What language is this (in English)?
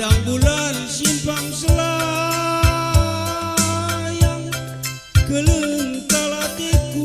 Batak Karo